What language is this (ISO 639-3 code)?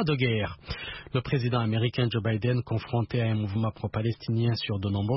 fra